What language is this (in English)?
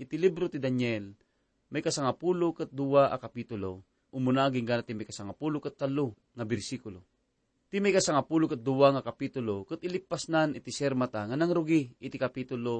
Iloko